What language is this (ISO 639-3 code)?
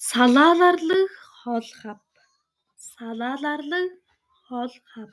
tyv